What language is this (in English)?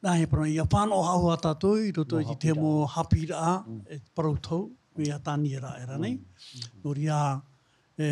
Tahitian